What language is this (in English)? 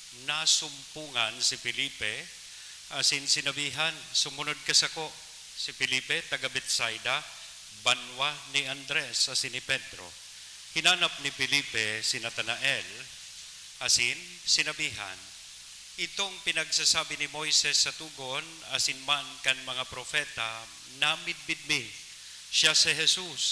Bikol